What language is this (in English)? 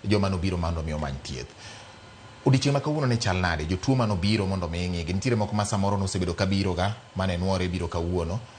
Luo (Kenya and Tanzania)